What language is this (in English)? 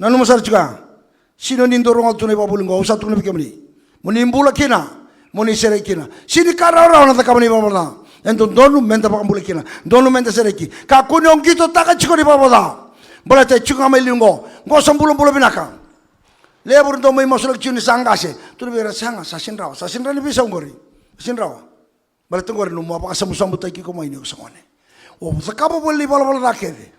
Fijian